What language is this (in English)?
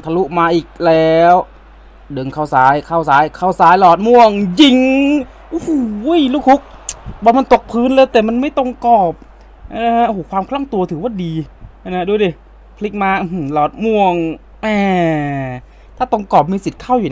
Thai